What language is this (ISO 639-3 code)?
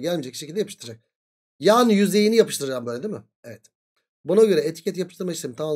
tur